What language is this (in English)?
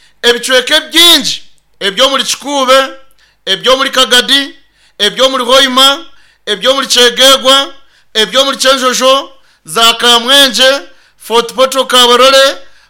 Nyankole